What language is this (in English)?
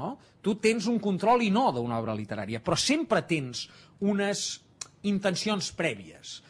Catalan